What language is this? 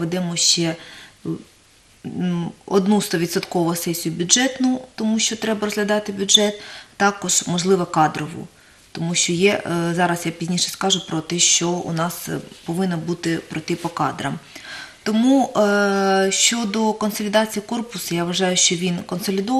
Ukrainian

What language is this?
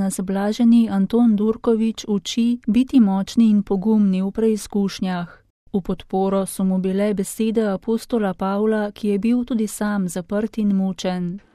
Slovenian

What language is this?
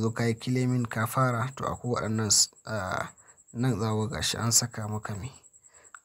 Hausa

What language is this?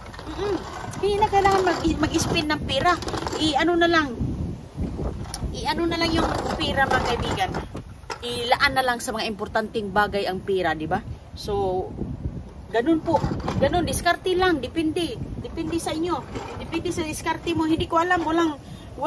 Filipino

